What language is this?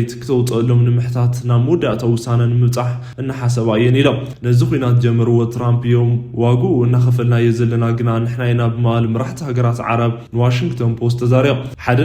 Tigrinya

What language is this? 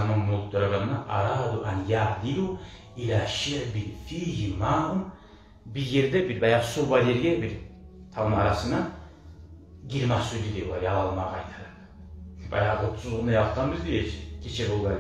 Kumyk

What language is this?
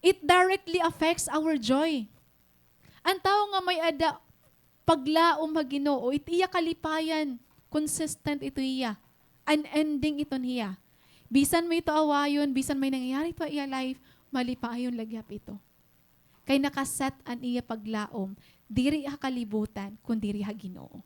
Waray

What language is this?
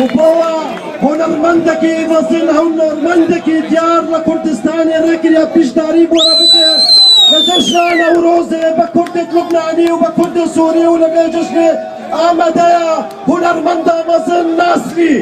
Kurdish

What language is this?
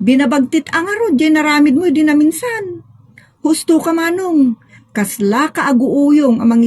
Iloko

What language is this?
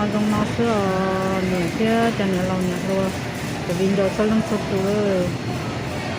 Hmong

